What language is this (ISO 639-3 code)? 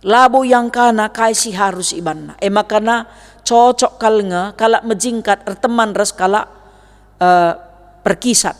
btx